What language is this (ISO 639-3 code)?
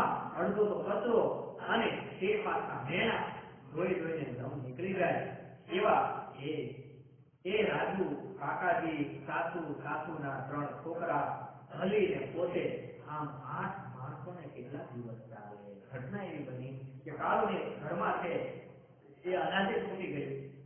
guj